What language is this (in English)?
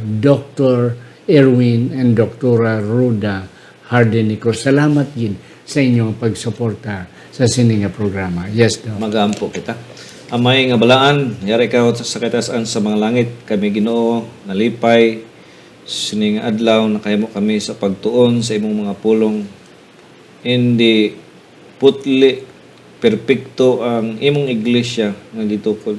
Hiligaynon